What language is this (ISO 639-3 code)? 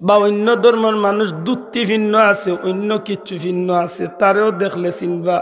syl